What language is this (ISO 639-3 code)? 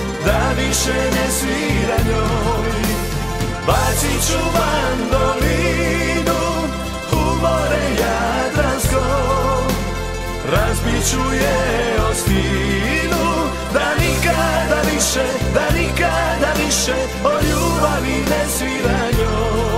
hrv